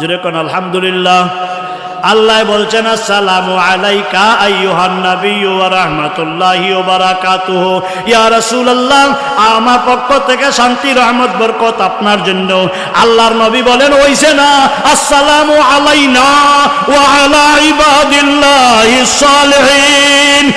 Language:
Sylheti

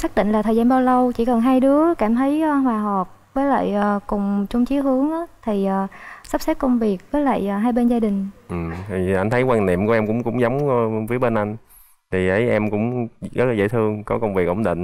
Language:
Vietnamese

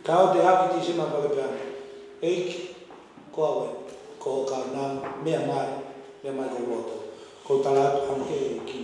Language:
Tongan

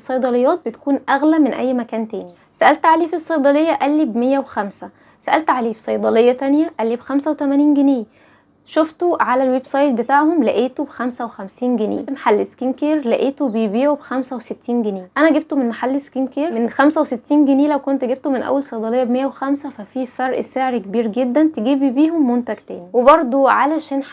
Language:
Egyptian Arabic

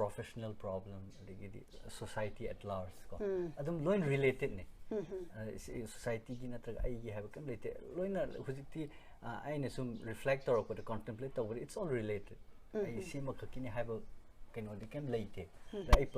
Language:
Manipuri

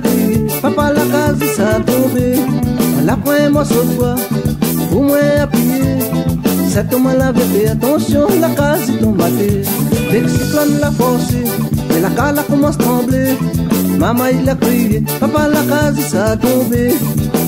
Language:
Réunion Creole French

